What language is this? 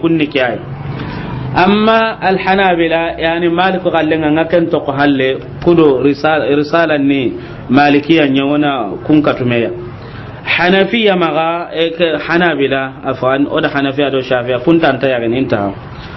Soninke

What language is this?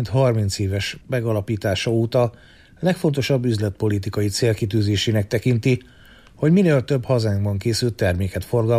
Hungarian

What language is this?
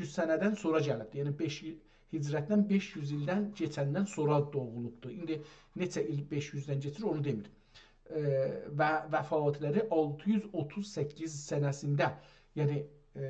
South Azerbaijani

